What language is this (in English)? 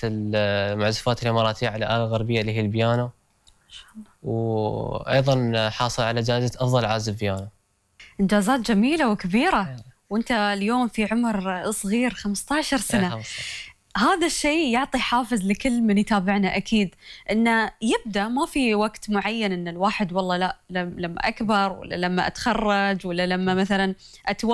Gulf Arabic